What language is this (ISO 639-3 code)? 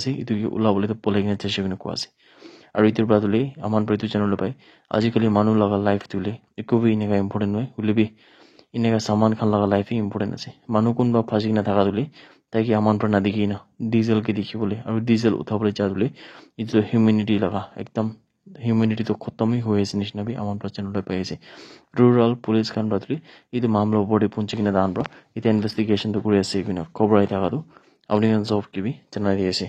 nag